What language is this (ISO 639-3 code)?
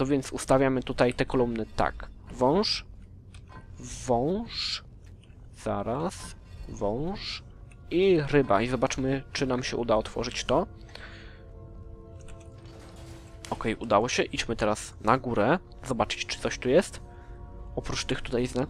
pol